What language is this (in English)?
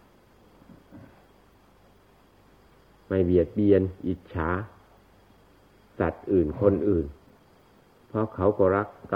Thai